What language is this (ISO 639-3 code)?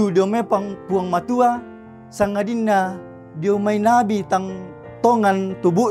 sda